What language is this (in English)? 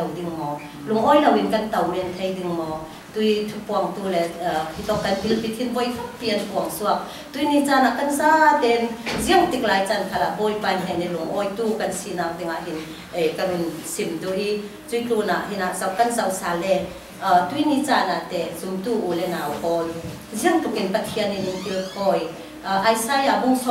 Falam Chin